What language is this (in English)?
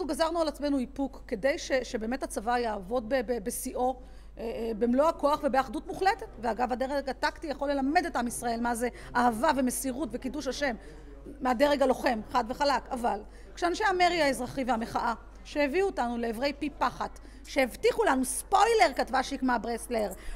Hebrew